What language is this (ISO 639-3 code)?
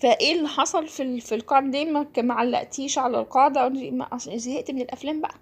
arz